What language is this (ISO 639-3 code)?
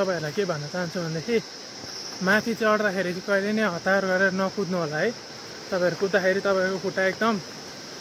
nep